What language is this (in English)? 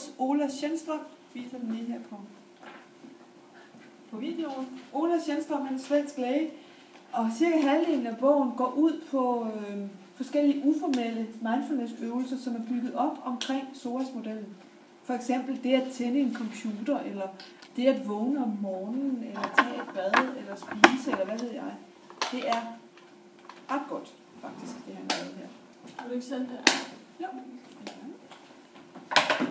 Danish